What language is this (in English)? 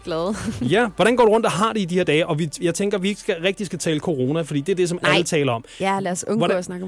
Danish